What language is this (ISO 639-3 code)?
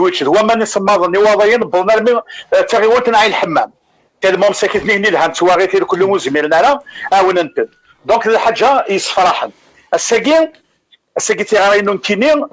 kab